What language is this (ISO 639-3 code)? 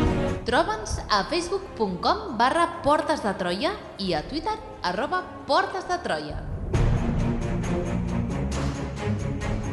cat